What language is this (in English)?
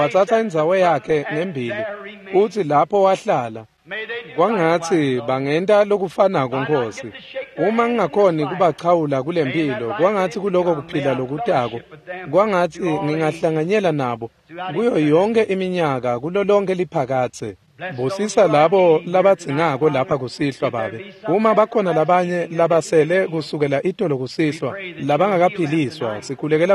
Swati